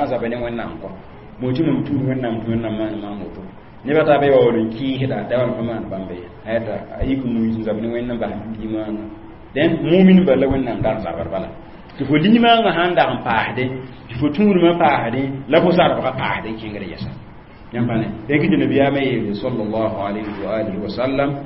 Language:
Mossi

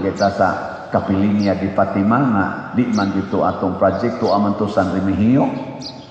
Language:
Cebuano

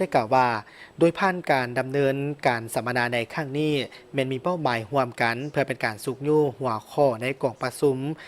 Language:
Lao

